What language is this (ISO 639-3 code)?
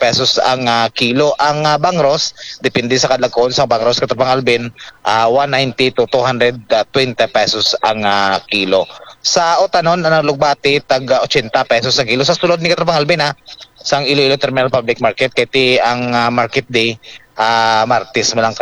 hil